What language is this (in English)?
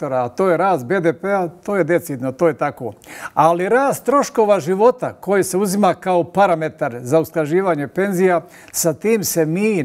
Bosnian